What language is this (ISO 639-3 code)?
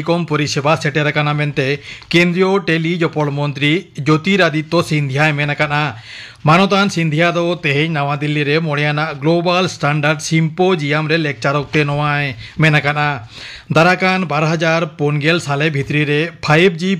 sat